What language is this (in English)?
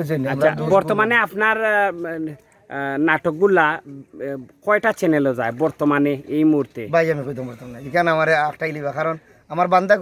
Sylheti